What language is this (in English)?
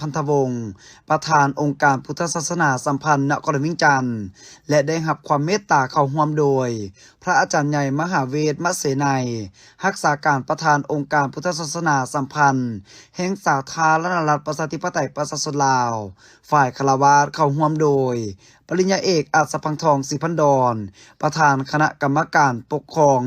Lao